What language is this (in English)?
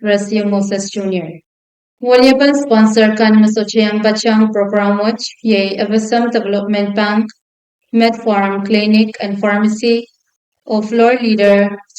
Pohnpeian